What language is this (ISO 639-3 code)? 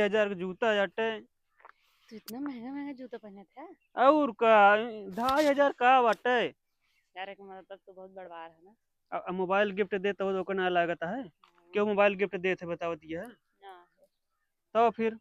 awa